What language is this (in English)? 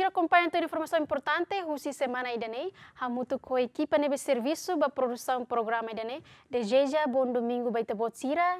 Tetum